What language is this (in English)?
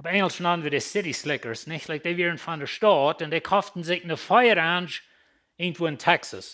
Plautdietsch